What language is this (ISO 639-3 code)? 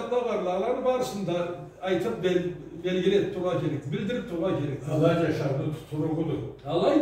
krc